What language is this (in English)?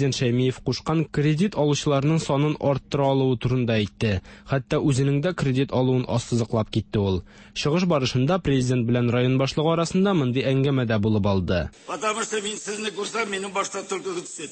Tatar